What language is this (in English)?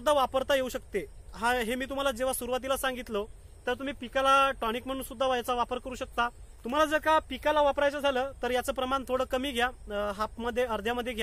Marathi